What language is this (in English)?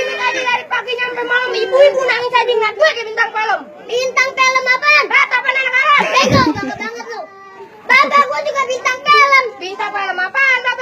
Betawi